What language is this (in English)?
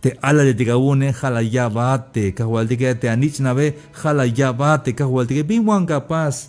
Tzeltal